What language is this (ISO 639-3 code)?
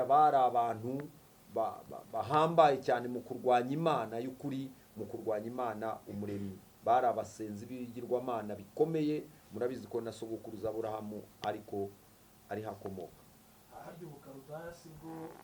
kin